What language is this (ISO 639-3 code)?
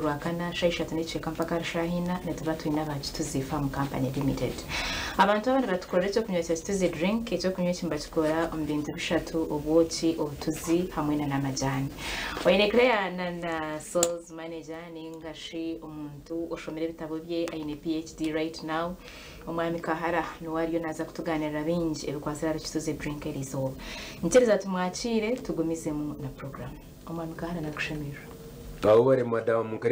nyn